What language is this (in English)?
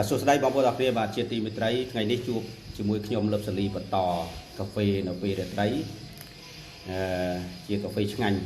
Khmer